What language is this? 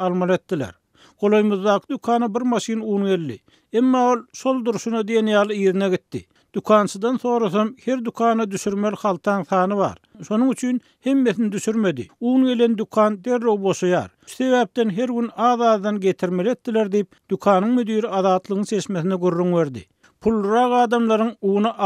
Turkmen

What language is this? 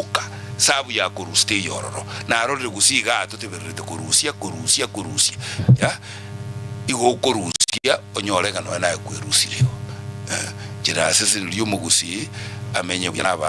Gusii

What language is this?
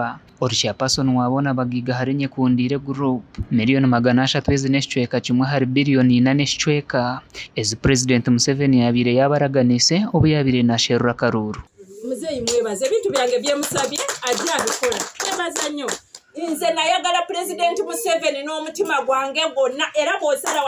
Nyankole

